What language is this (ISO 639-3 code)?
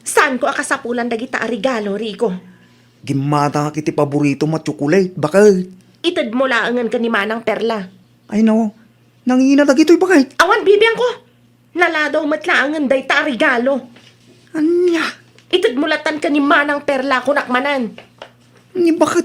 ilo